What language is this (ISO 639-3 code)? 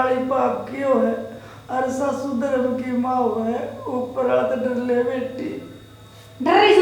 bgc